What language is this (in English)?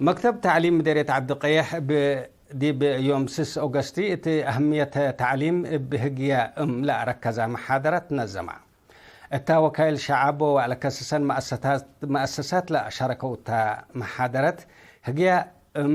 Tigre